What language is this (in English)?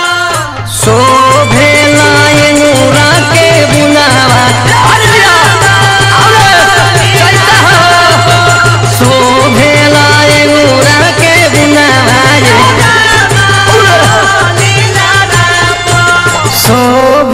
Bhojpuri